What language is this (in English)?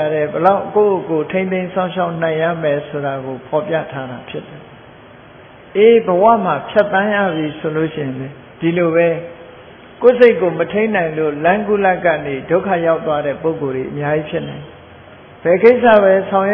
Burmese